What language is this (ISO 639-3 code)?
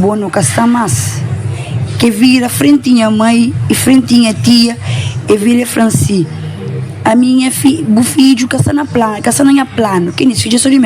kea